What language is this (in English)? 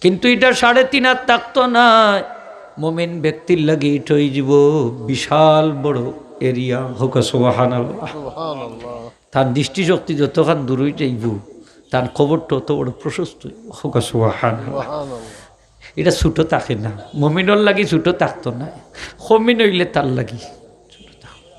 Sylheti